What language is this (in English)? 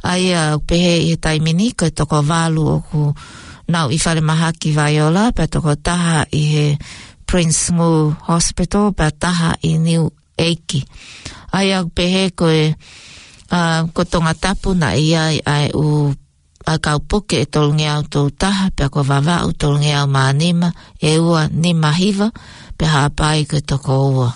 Tongan